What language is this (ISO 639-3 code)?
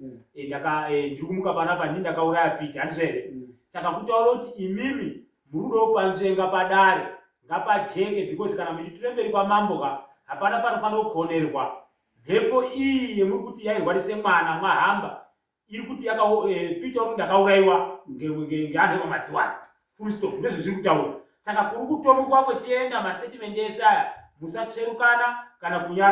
sna